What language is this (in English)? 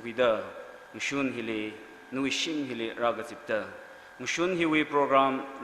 Tangkhul Naga (India)